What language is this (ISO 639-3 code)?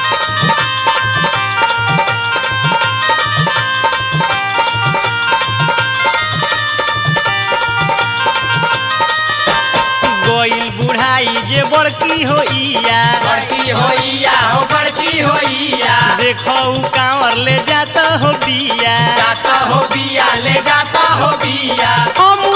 bho